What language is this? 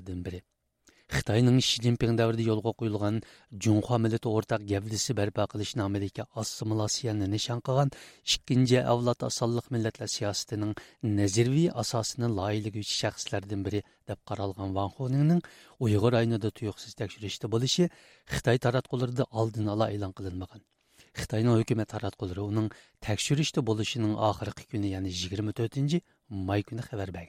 Uyghur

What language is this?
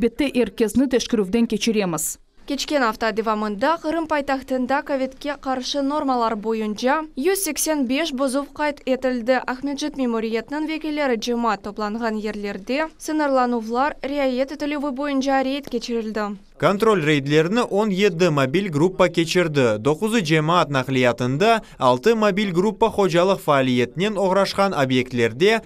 Crimean Tatar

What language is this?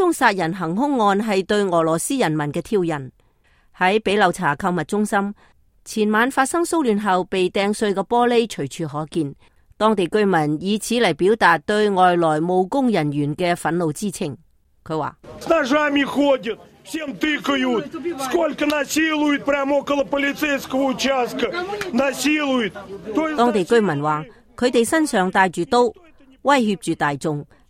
Cantonese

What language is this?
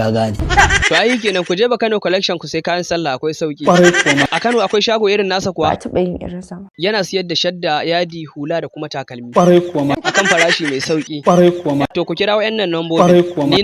Hausa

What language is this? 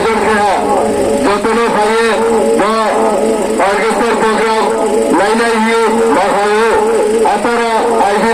Riang (India)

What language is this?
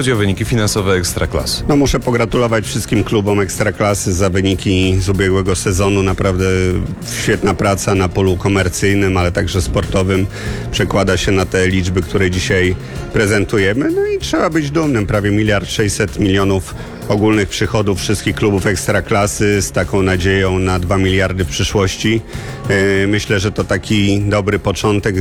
Polish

